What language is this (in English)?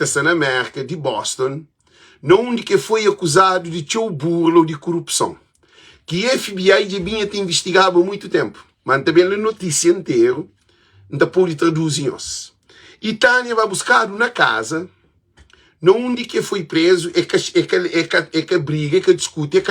Kabuverdianu